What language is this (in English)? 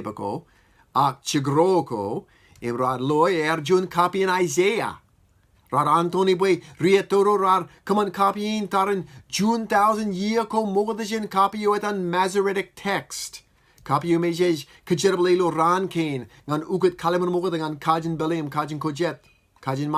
Marshallese